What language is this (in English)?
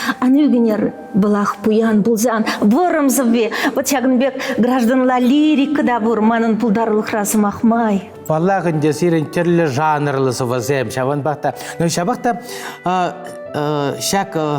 Chuvash